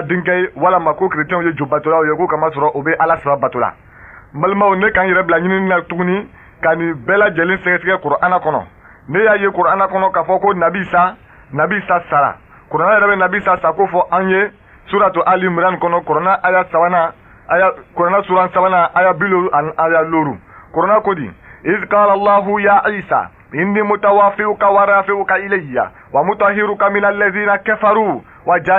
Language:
Bambara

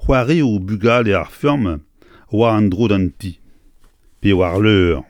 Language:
Breton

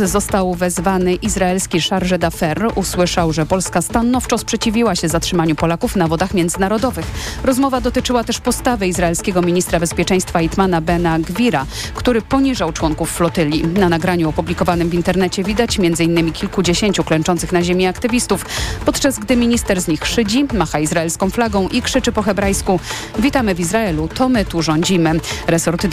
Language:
Polish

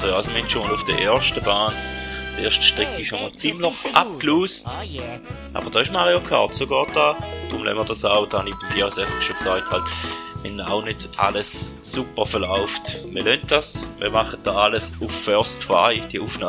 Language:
Swiss German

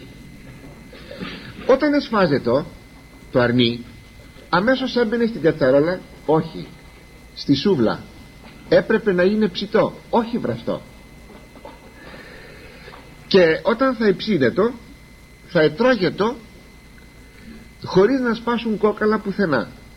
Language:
Greek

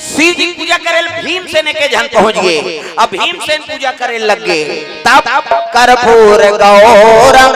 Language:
Chhattisgarhi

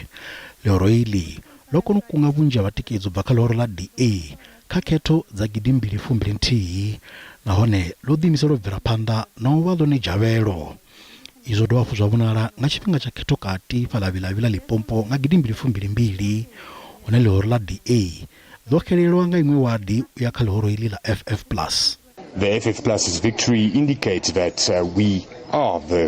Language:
Venda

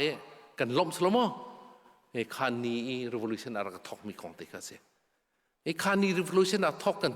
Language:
Hakha Chin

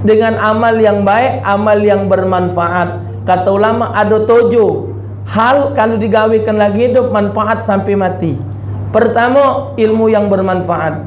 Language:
Musi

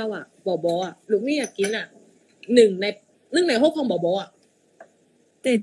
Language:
Thai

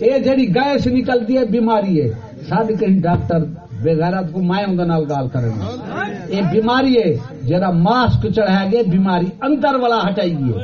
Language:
Saraiki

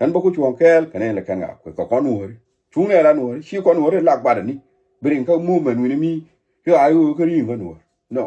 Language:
Nuer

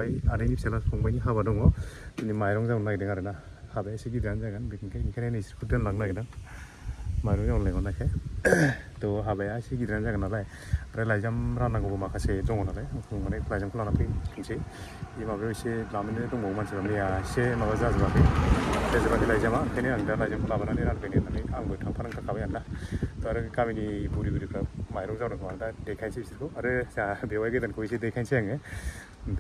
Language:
Bodo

